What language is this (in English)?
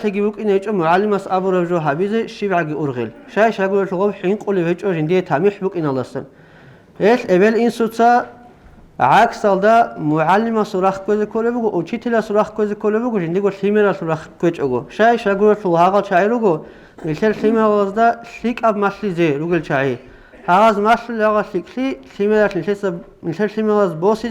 Avaric